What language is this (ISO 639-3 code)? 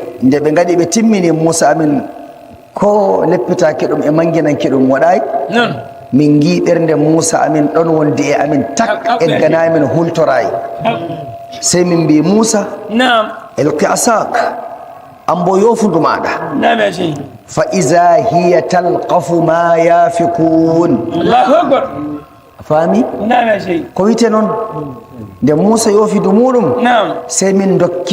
fuv